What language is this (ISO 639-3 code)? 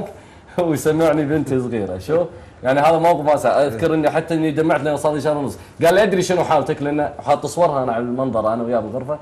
afb